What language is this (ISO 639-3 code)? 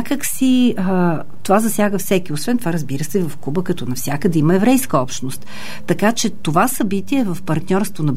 bul